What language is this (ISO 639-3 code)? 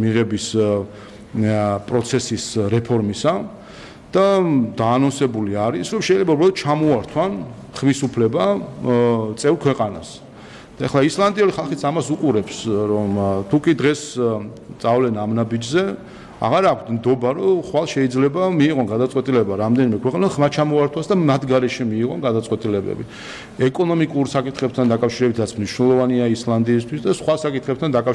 kat